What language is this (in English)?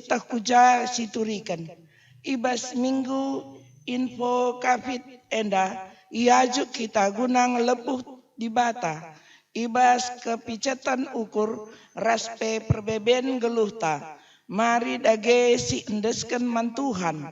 Batak Karo